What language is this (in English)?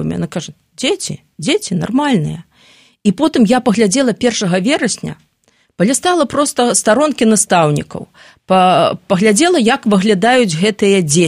Belarusian